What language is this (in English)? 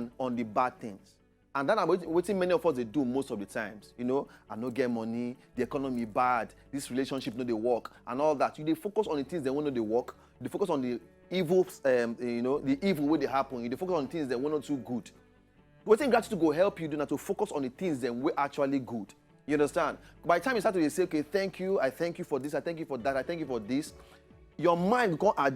Nigerian Pidgin